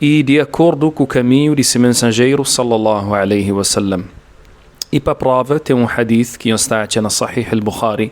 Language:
Kabuverdianu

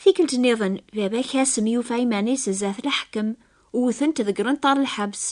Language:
Kabyle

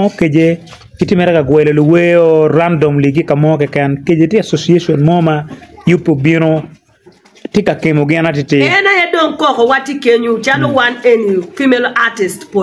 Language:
Acoli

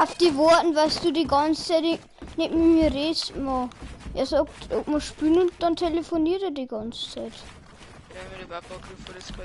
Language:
Bavarian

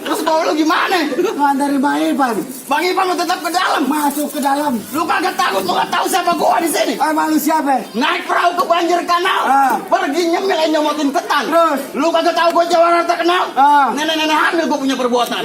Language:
Betawi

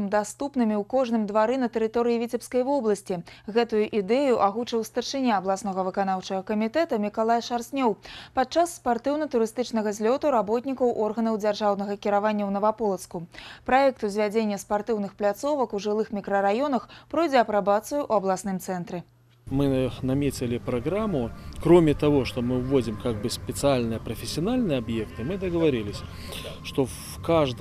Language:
Belarusian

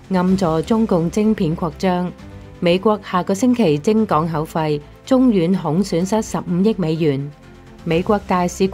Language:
Cantonese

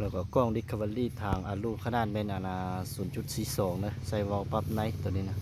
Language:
Lao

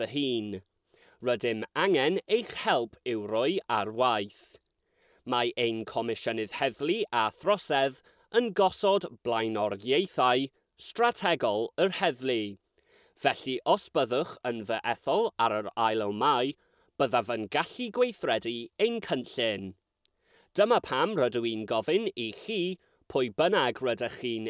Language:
Welsh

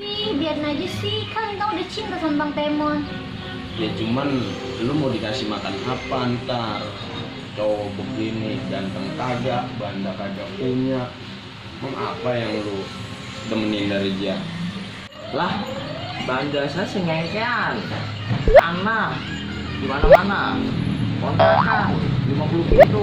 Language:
Betawi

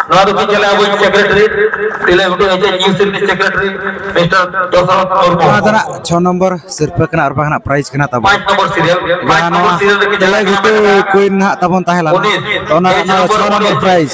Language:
Santali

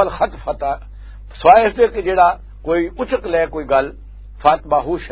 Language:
Western Panjabi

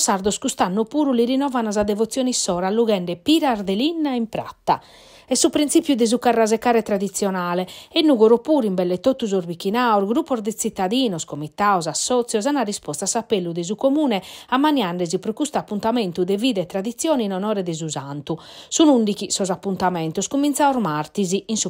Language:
Sardinian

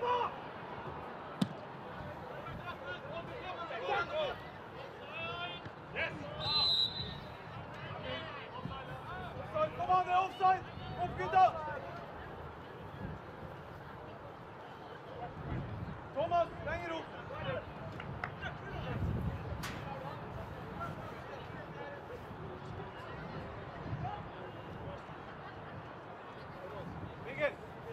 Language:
Norwegian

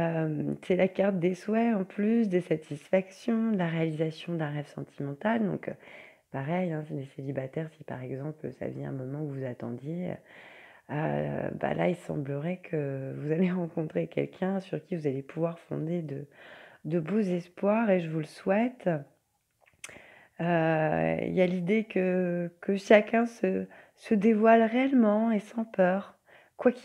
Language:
French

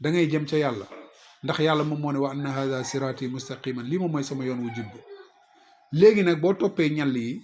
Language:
Wolof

